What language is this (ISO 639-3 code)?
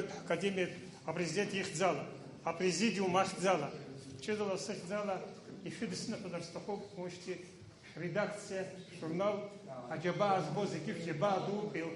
abk